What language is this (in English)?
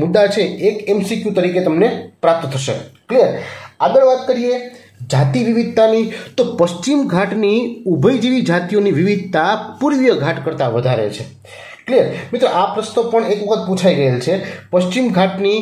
Gujarati